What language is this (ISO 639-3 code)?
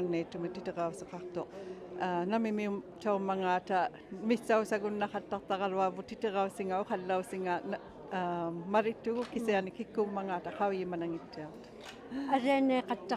iku